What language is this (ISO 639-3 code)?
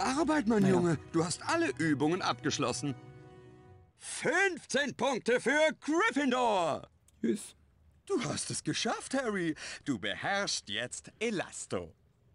deu